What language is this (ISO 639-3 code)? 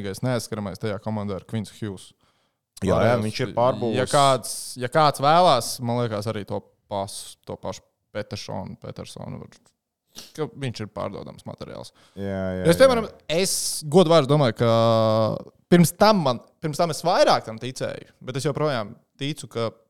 lav